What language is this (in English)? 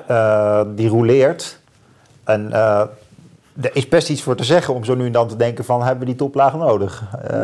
Dutch